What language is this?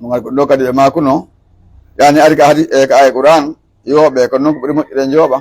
Pular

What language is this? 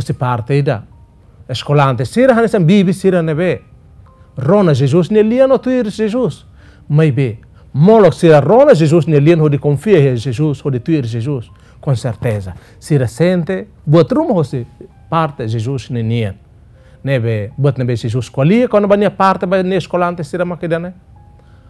Tetum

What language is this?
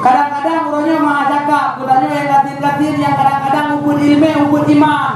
Achinese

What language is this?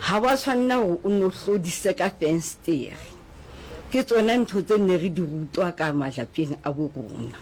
Southern Sotho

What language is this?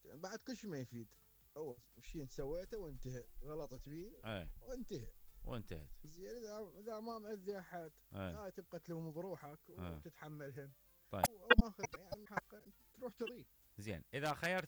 Mesopotamian Arabic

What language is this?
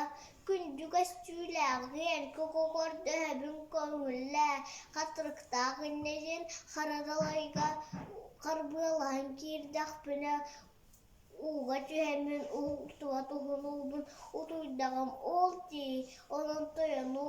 Yakut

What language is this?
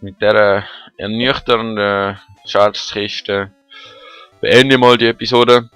Swiss German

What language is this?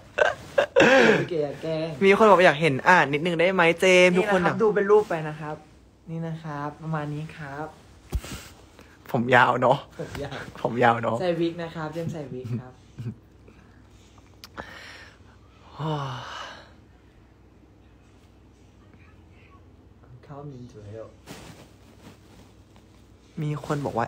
Thai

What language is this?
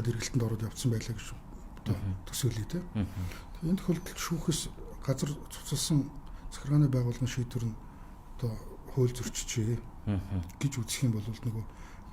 Mongolian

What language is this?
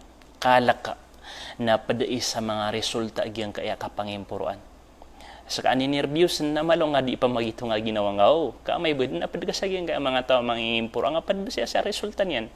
Maranao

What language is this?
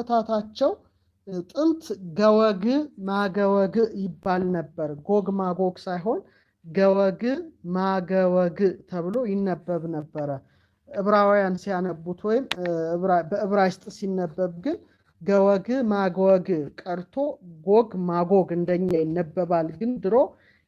Amharic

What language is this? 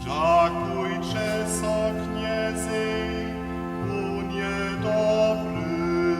Upper Sorbian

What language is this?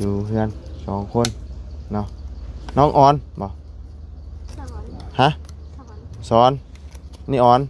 Lao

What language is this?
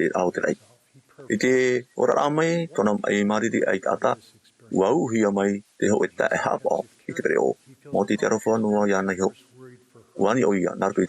Tahitian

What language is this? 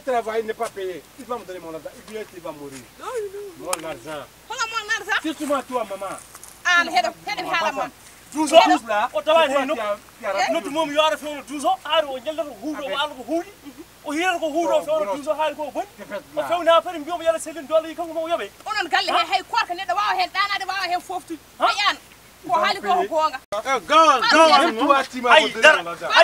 Fula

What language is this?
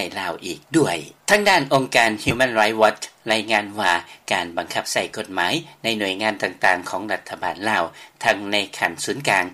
Lao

